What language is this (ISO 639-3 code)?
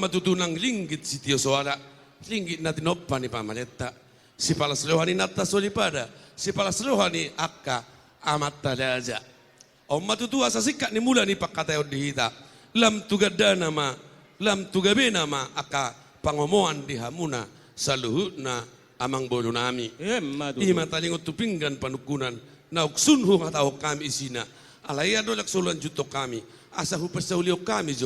bbc